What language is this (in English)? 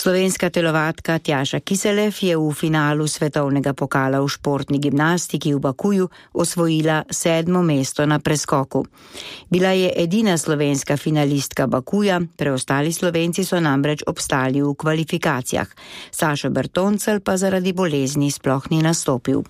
Slovenian